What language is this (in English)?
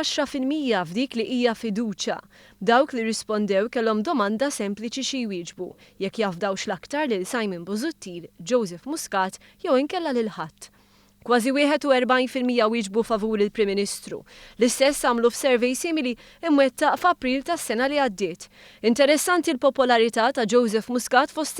Maltese